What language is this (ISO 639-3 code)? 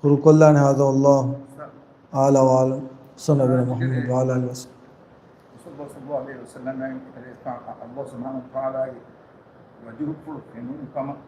div